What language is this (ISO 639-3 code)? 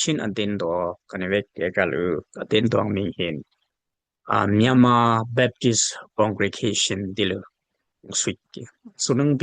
dis